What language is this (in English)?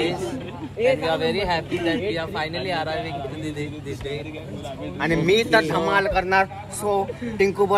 Marathi